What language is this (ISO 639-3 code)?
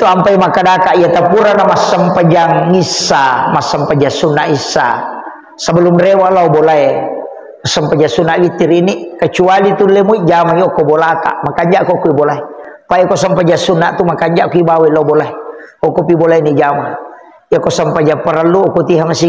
bug